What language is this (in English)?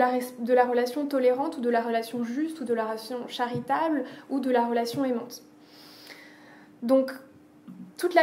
French